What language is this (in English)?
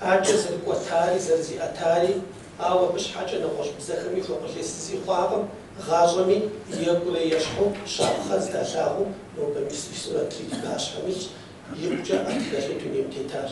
Kabardian